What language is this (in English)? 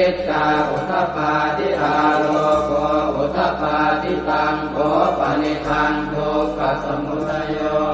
Pali